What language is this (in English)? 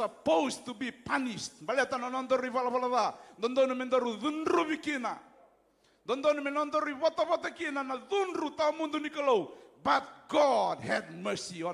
Fijian